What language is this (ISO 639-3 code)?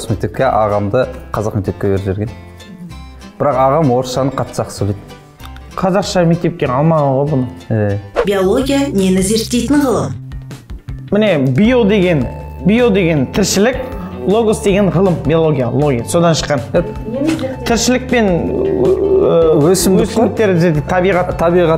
kaz